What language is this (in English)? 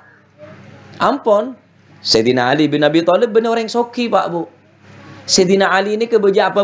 Madurese